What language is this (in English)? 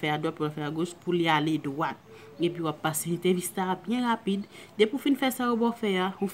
Haitian Creole